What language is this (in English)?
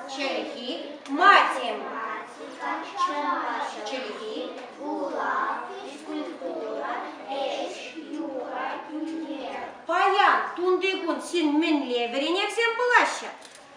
Chuvash